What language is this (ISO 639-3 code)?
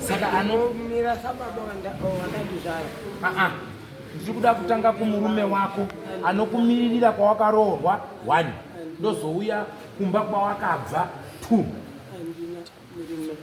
sna